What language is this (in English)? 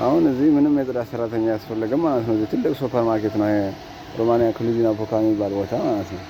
Amharic